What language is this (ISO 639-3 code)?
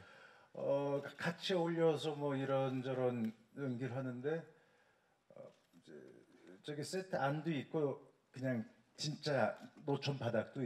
kor